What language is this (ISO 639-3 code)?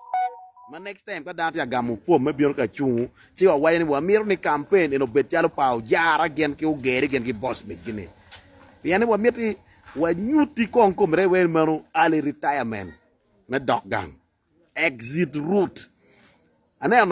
ach